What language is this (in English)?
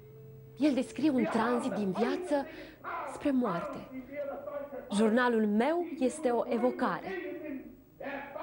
Romanian